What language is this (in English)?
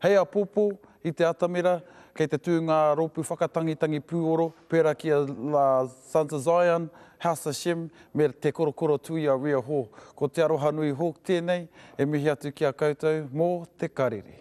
Māori